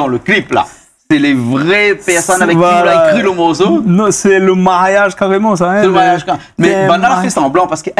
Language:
Réunion Creole French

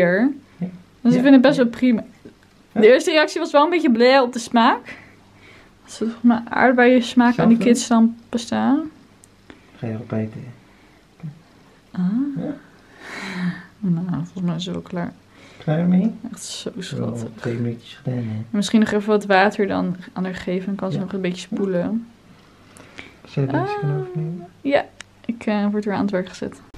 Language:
Dutch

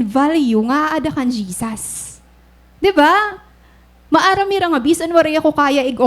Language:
Waray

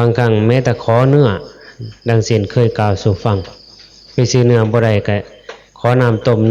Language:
Northeastern Thai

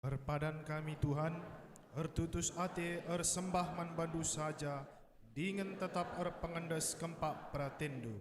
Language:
Batak Karo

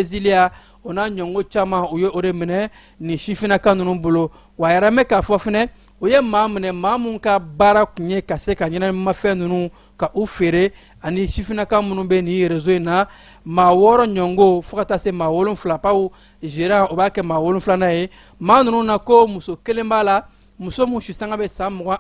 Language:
Bambara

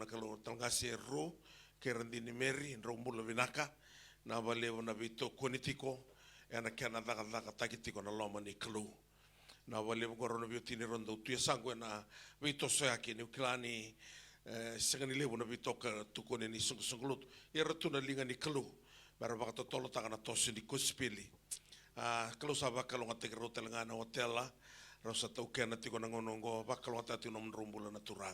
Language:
Fijian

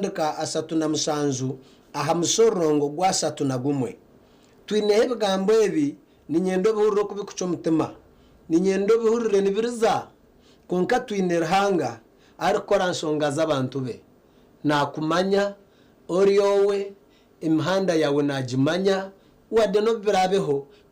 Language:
Nyankole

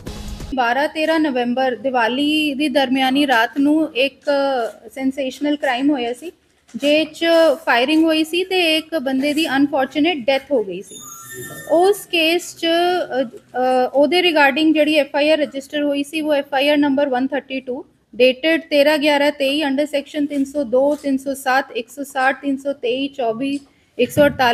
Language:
Punjabi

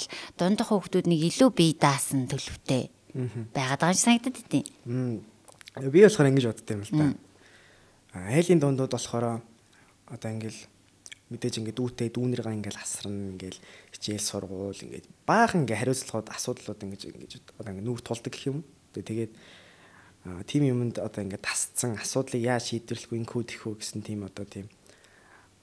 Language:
Mongolian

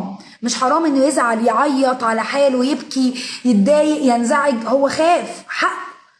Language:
Egyptian Arabic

